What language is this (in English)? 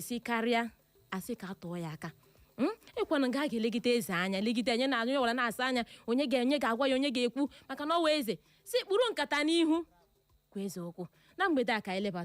Igbo